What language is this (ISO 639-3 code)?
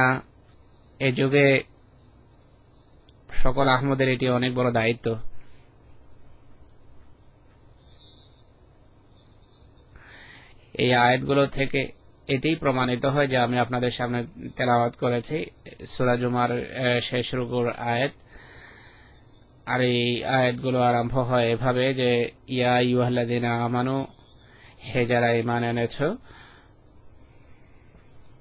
ben